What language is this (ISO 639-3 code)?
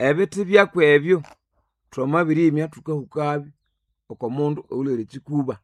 nnb